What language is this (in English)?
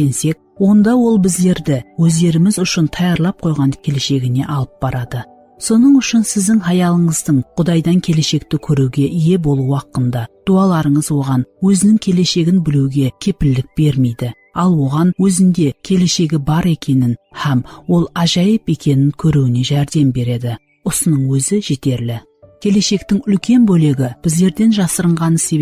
Kara-Kalpak